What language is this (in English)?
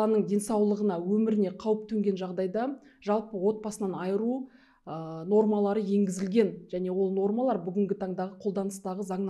Kazakh